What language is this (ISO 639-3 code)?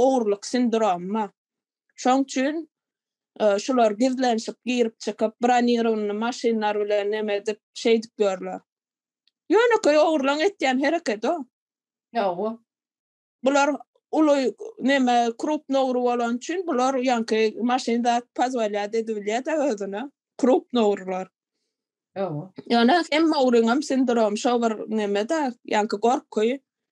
tuk